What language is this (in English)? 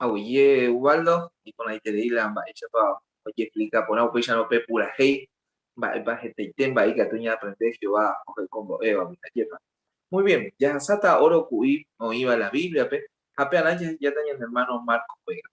Guarani